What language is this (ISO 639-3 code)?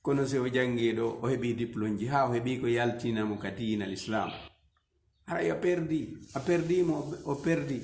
ful